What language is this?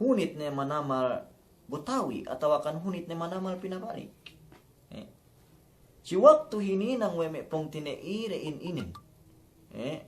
Yakan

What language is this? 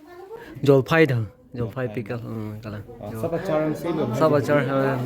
Karbi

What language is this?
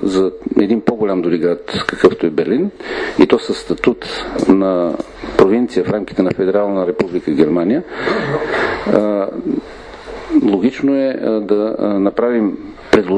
Bulgarian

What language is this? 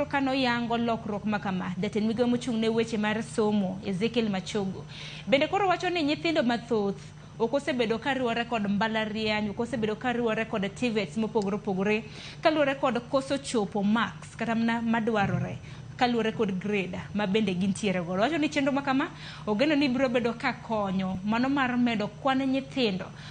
Luo (Kenya and Tanzania)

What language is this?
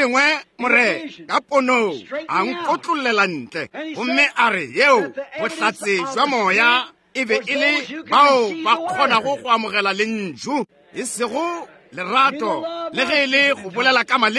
Northern Sotho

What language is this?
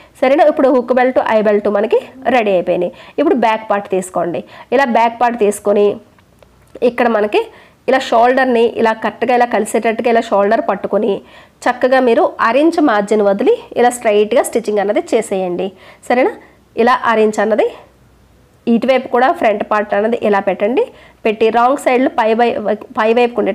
Telugu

